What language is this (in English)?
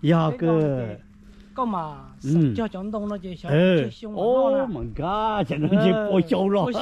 Hmong